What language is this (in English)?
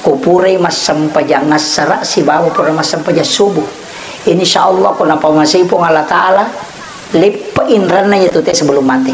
Buginese